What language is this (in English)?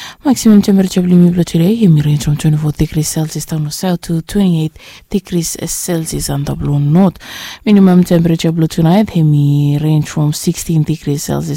Bislama